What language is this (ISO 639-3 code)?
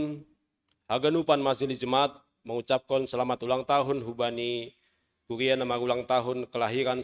bts